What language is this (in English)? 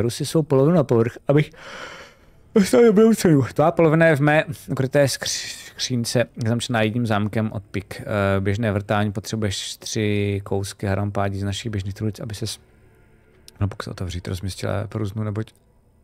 Czech